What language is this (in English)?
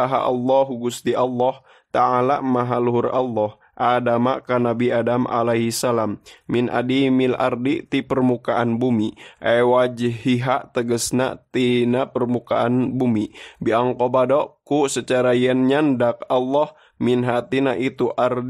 Sundanese